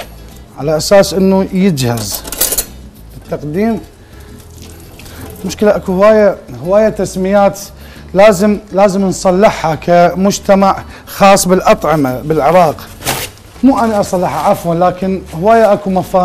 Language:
Mesopotamian Arabic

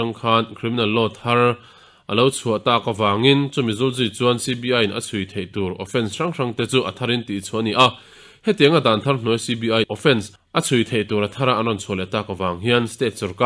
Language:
Mizo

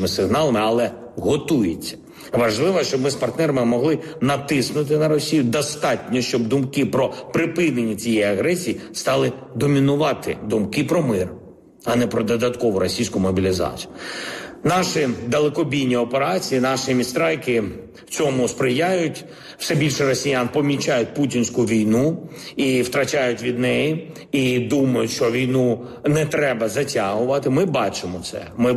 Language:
Ukrainian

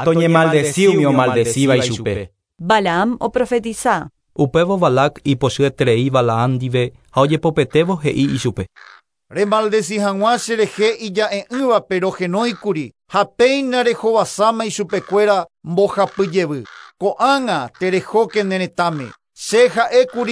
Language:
Guarani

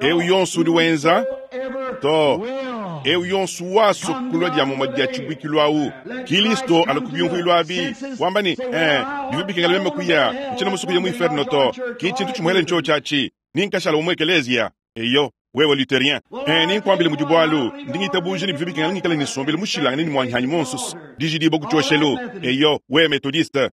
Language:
Luba-Lulua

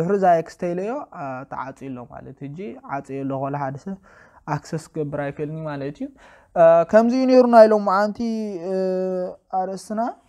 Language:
Tigrinya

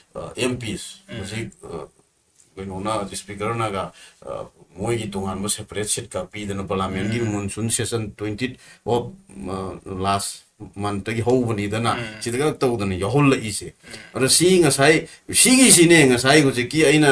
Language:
Manipuri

